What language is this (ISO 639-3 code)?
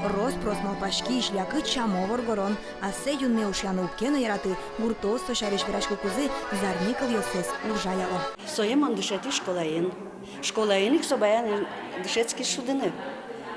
udm